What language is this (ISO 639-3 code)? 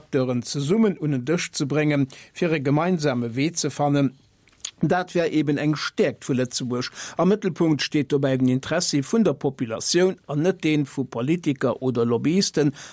ltz